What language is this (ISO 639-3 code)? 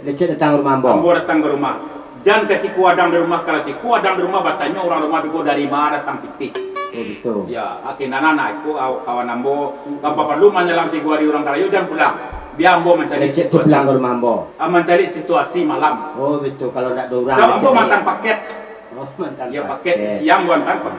min